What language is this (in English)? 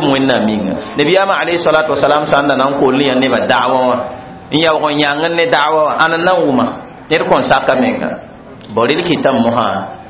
Mossi